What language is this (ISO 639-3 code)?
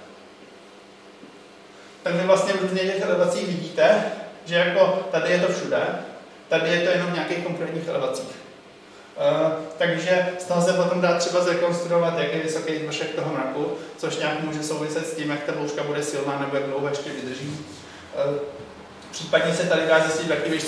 ces